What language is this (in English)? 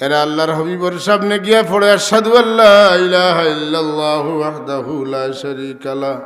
Sylheti